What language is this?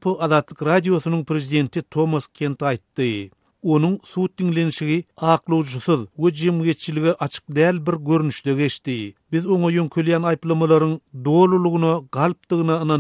Turkmen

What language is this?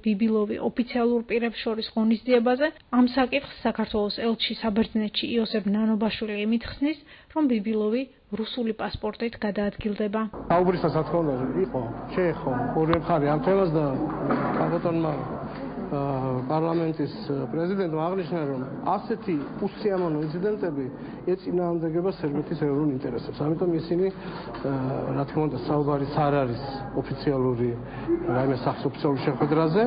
Georgian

